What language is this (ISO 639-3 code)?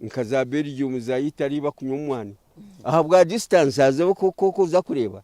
nyn